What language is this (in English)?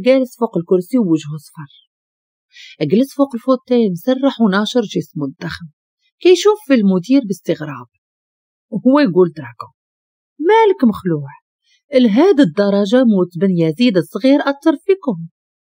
Moroccan Arabic